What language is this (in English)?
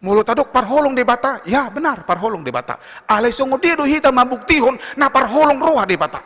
Batak Toba